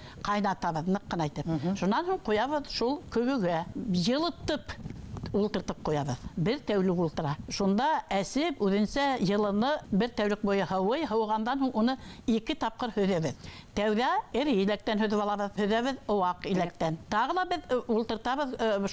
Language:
Bashkir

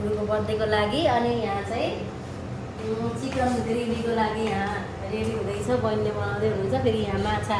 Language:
Nepali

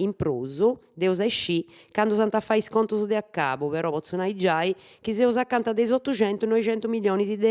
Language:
Sardinian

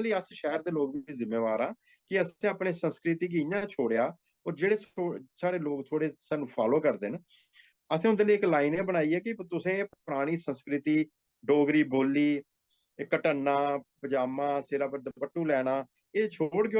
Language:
Dogri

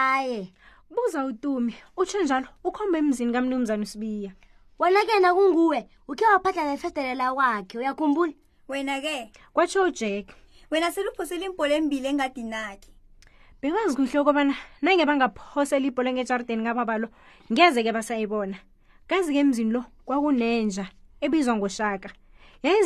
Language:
South Ndebele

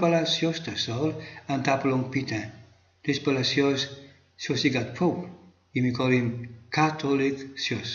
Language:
Tok Pisin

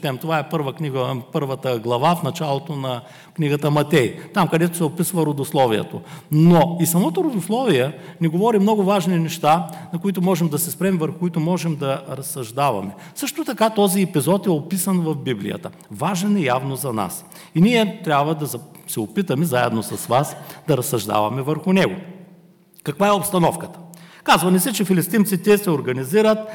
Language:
Bulgarian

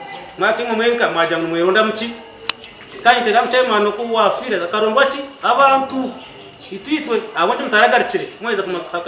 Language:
Nyankole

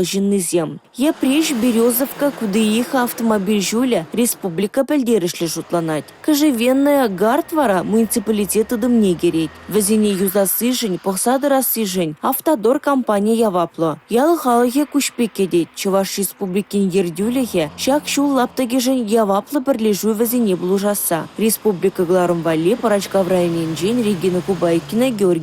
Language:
Chuvash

